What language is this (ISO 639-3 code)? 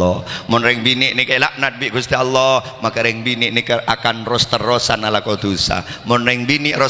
mad